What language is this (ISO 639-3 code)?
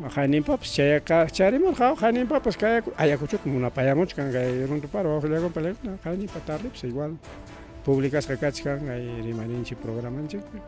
quy